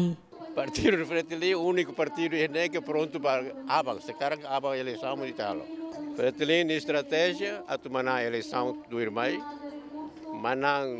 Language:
Tetum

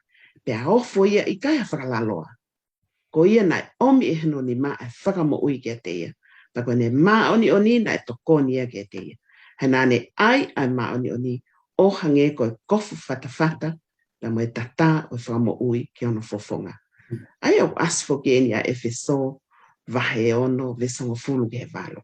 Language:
Tongan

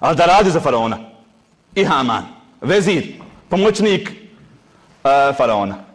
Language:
Bosnian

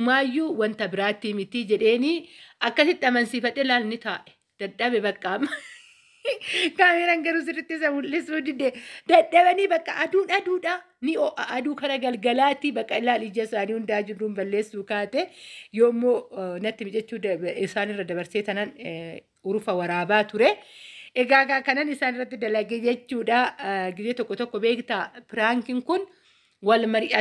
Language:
Oromo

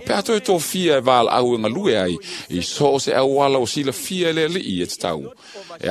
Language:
Samoan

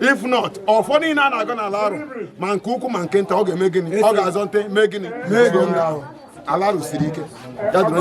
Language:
Igbo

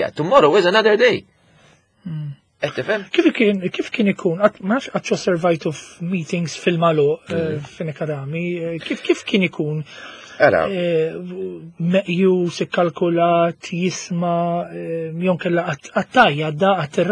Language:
Maltese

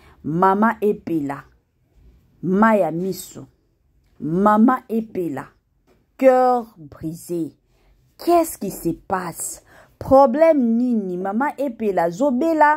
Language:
Lingala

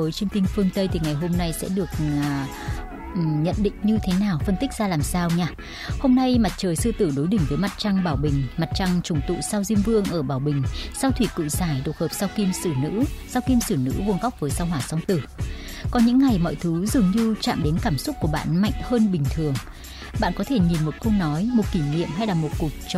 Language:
Vietnamese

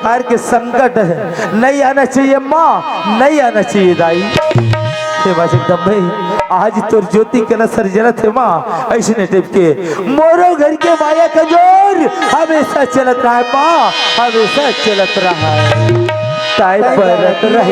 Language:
Chhattisgarhi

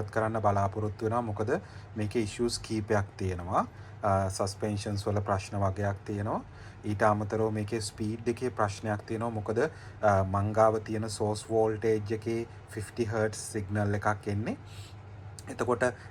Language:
Sinhala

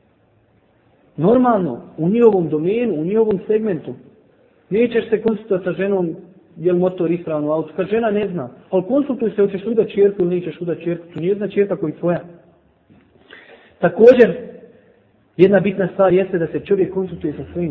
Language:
Bosnian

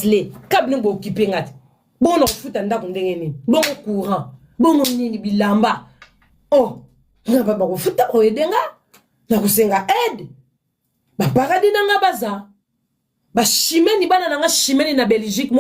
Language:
Lingala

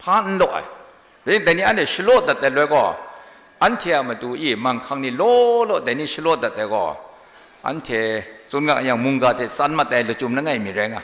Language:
Kachin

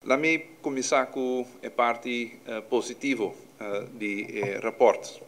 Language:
Papiamento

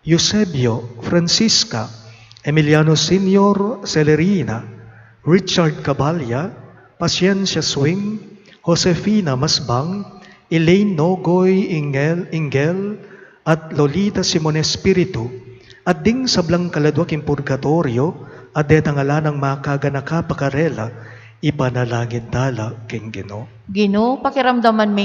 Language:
Pampanga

